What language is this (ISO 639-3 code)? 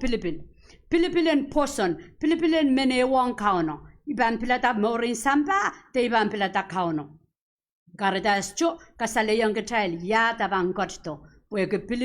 pon